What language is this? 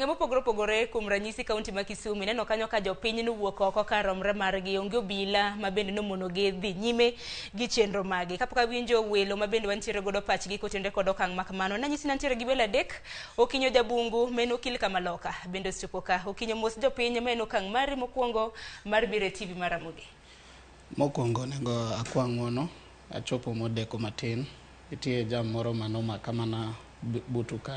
Luo (Kenya and Tanzania)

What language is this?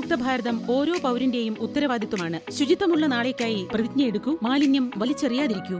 Malayalam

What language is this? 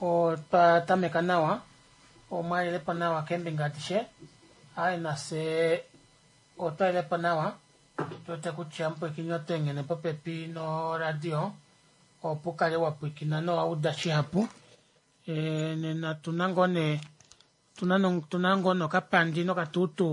Kuanyama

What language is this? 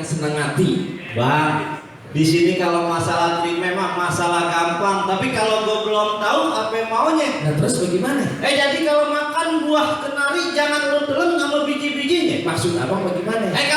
Betawi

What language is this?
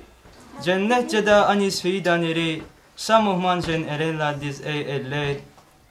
Lezghian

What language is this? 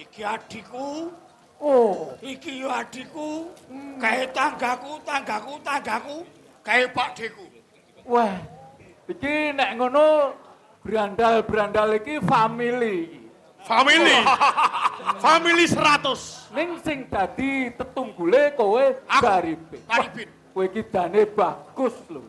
Javanese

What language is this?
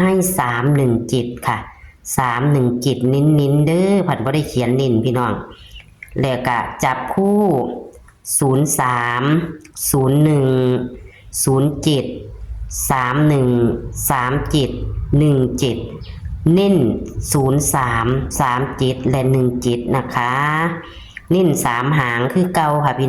Northeastern Thai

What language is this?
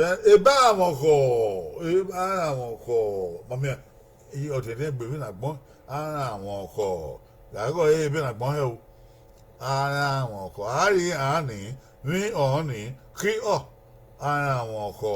Bini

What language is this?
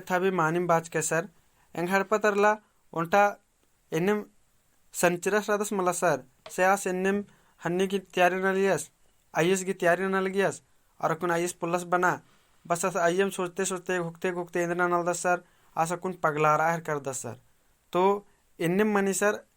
Kurukh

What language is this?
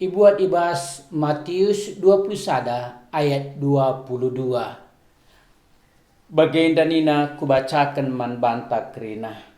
Batak Karo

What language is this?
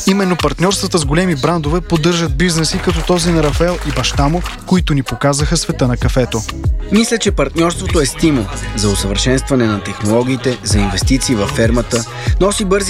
Bulgarian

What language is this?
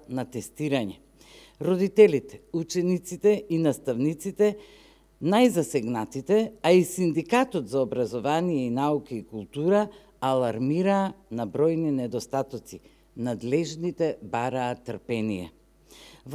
Macedonian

